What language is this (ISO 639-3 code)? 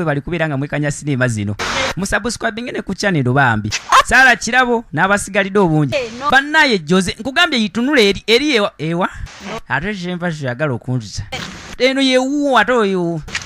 lug